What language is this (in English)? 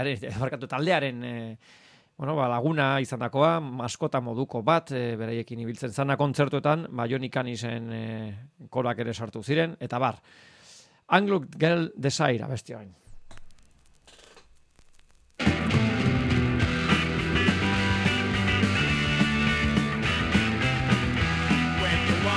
Basque